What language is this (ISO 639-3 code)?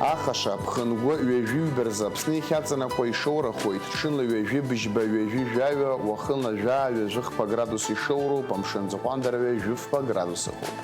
abk